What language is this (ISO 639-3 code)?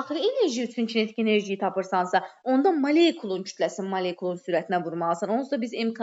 aze